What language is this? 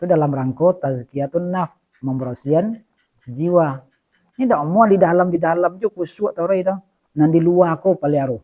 Minangkabau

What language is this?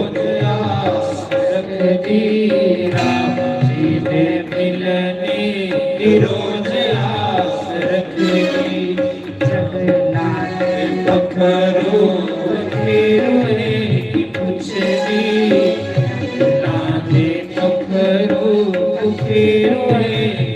Dogri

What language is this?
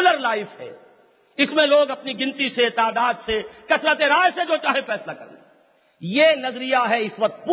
Urdu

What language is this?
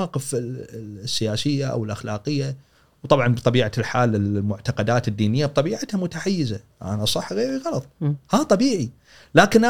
Gulf Arabic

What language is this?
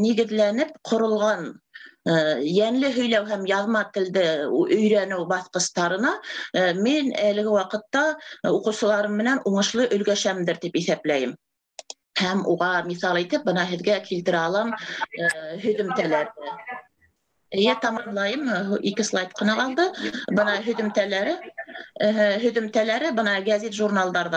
Bashkir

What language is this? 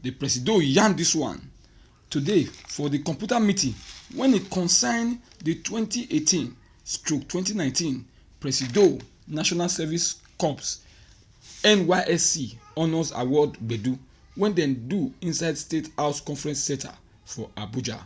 Nigerian Pidgin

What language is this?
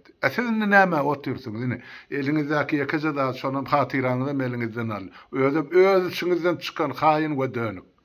Turkmen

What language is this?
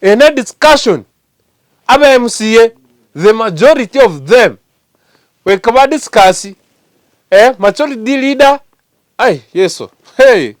Gusii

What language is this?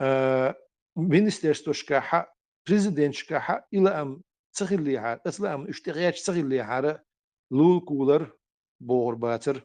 Chechen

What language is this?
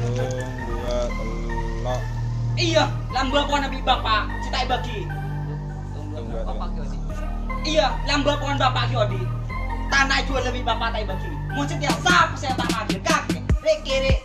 Madurese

